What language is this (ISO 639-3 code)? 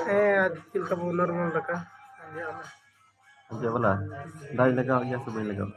sat